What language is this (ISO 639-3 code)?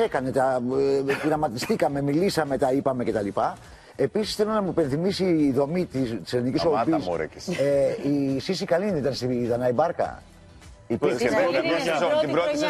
ell